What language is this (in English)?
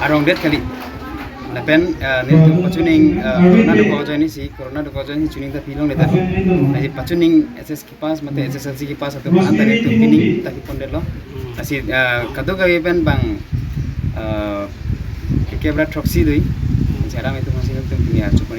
Karbi